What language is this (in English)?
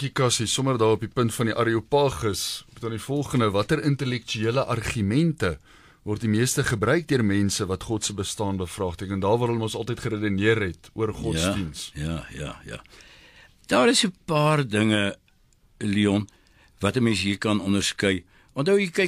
Afrikaans